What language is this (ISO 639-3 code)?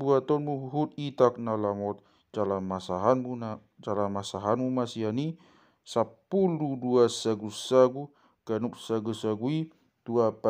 bbc